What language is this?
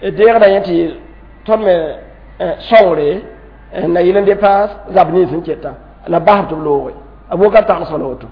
Mossi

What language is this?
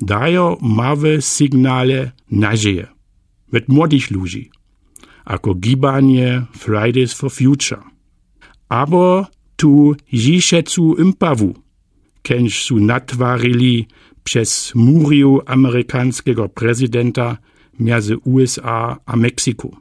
Lower Sorbian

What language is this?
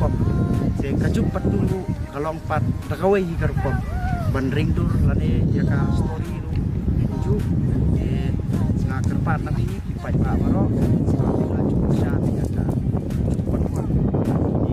Khasi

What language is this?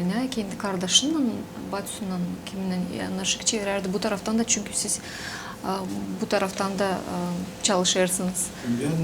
Gagauz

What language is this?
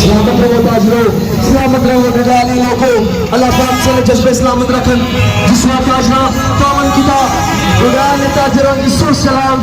Pahari-Potwari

